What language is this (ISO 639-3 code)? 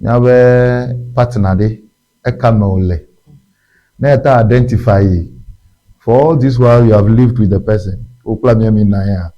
ewe